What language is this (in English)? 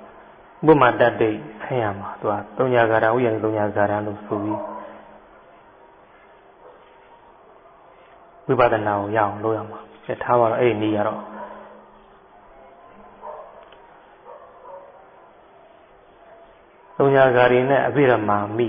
Burmese